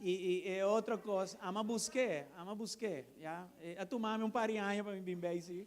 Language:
Papiamento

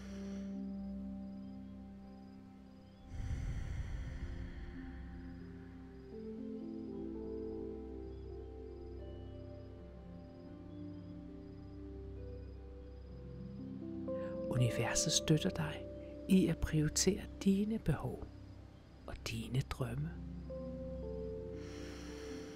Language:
Danish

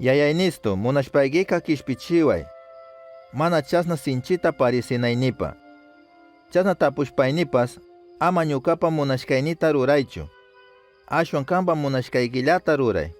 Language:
Chimborazo Highland Quichua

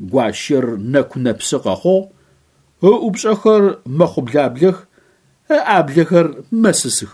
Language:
Adyghe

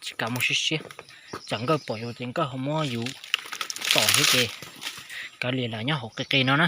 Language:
Hmong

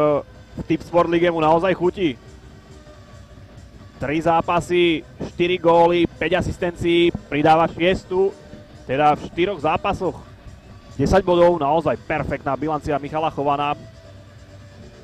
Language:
Slovak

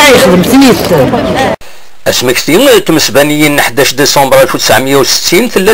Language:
Kabyle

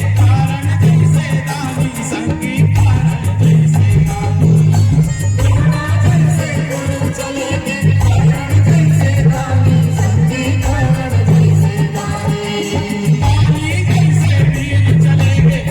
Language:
Chhattisgarhi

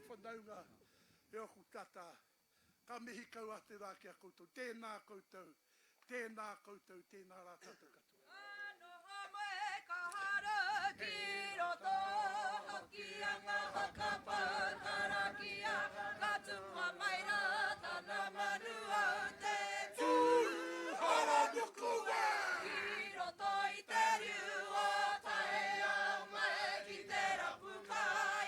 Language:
Māori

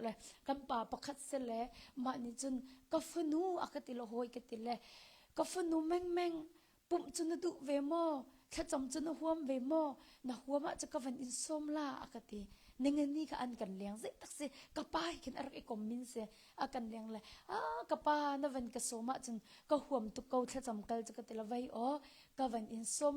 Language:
Hakha Chin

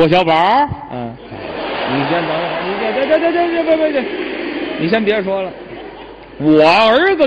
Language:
Chinese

